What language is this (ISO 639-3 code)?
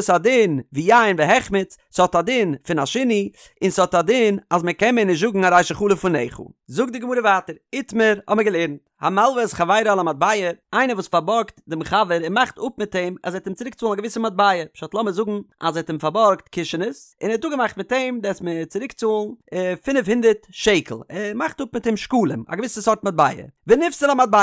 yid